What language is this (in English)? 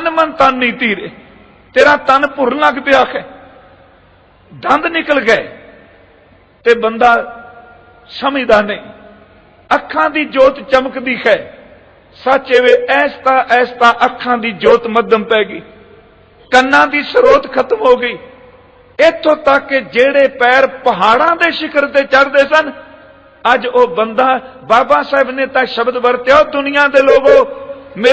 Punjabi